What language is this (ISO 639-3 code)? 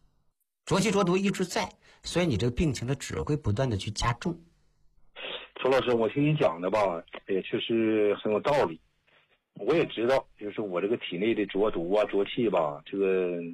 zho